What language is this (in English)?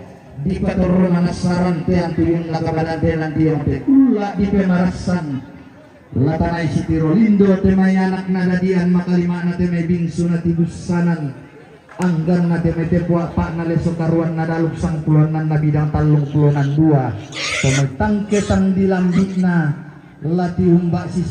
Toraja-Sa'dan